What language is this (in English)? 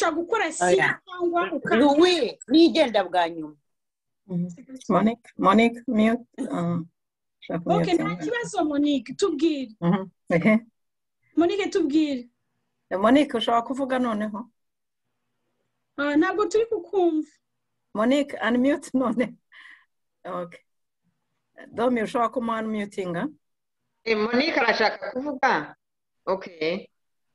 Kinyarwanda